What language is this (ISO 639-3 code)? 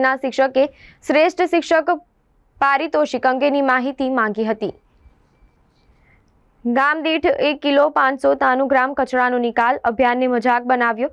guj